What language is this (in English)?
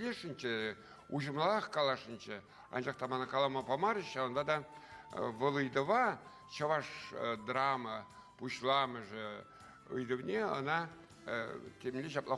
Chuvash